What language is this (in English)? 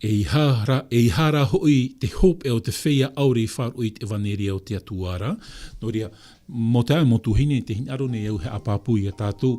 Tahitian